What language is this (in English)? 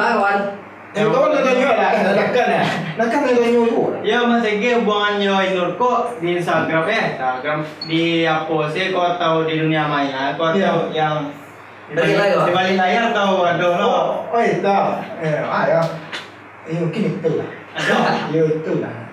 Minangkabau